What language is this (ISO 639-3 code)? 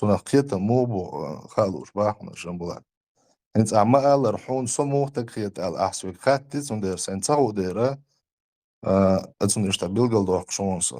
che